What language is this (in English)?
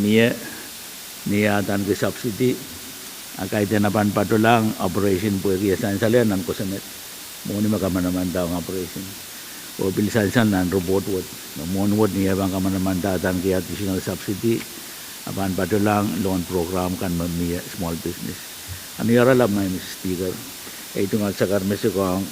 Pohnpeian